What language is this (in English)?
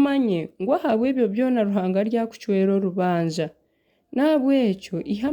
Nyankole